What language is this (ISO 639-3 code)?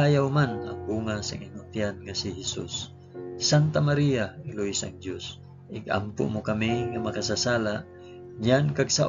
hil